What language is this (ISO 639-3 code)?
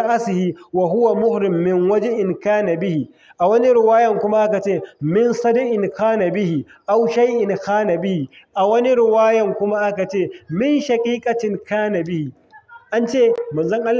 hau